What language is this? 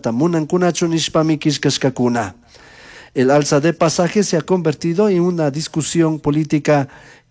Chimborazo Highland Quichua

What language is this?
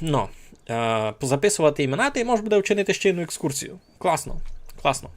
Rusyn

